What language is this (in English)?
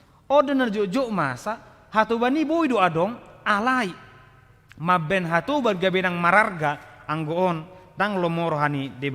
Batak Toba